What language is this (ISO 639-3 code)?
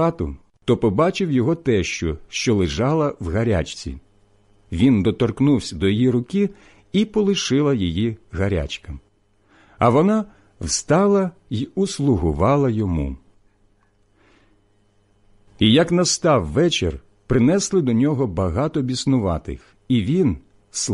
ukr